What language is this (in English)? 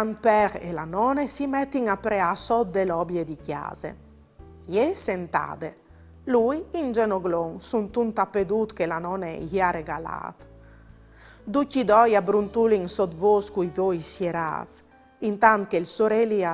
Friulian